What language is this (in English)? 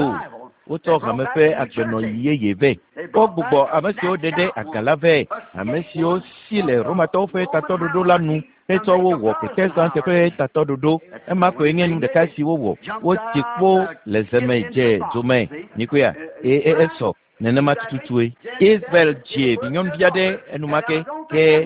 Ewe